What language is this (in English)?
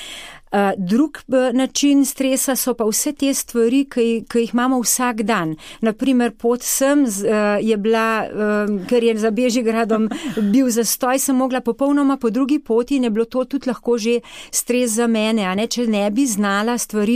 Slovenian